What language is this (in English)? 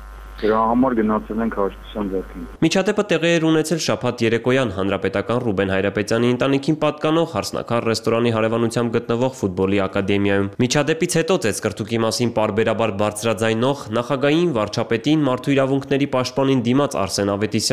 Armenian